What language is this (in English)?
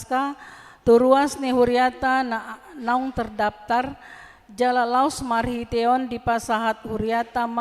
Batak Toba